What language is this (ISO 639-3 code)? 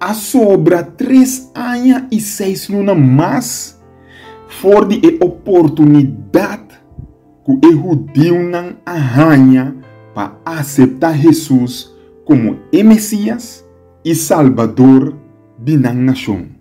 pap